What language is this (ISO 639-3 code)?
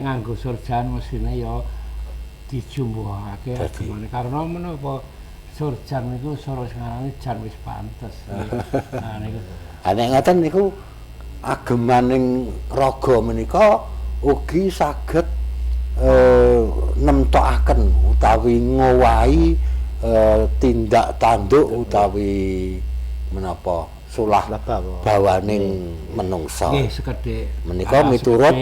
jav